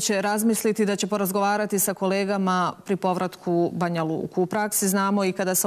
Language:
Bosnian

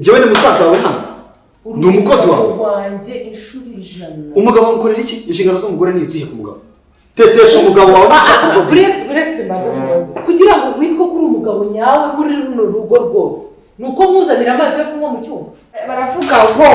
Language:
Kinyarwanda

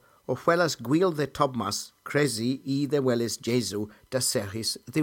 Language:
Cornish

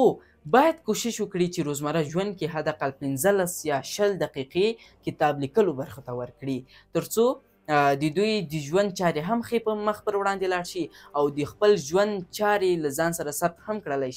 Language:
Pashto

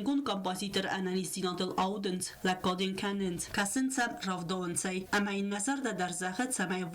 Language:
Ossetic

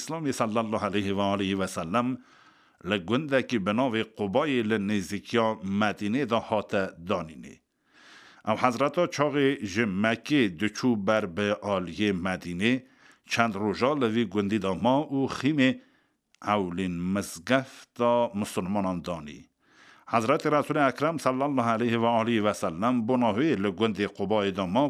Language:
Kurdish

